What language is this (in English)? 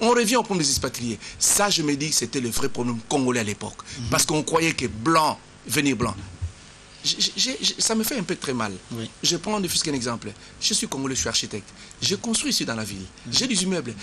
French